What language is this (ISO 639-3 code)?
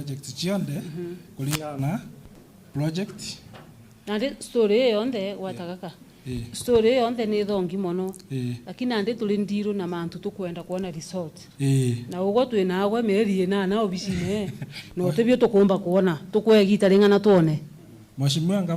mer